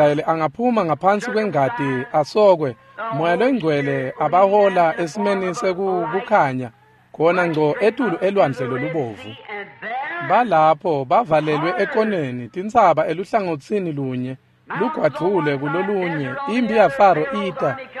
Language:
Swati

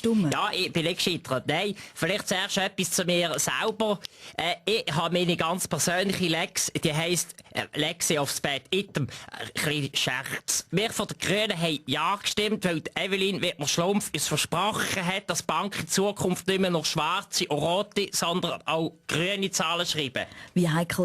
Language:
Swiss German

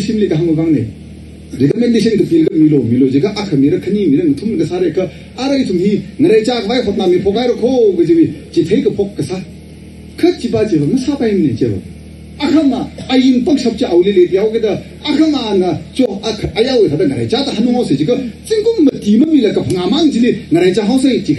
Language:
Tangkhul Naga (India)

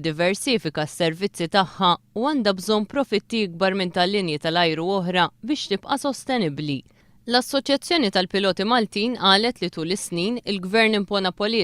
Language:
Maltese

